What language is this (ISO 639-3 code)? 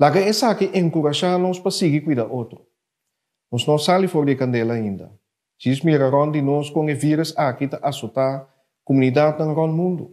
pap